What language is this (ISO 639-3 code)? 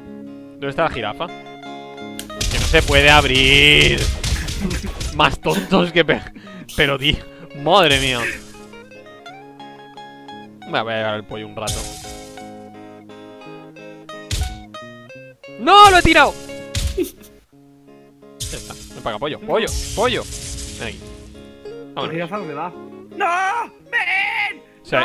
spa